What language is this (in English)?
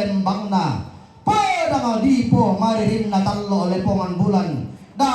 Toraja-Sa'dan